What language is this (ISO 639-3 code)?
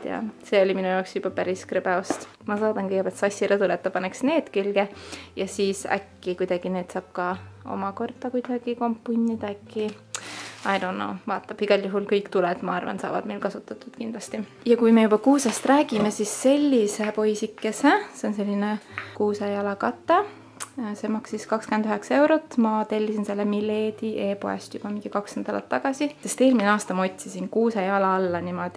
est